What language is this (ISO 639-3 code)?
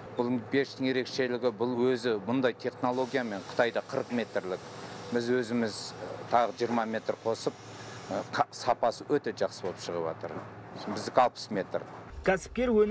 kaz